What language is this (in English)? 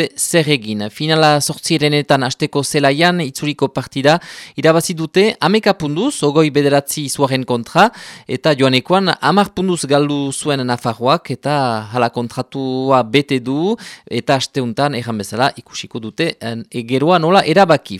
Basque